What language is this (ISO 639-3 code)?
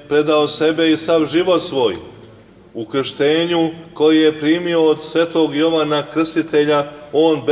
srp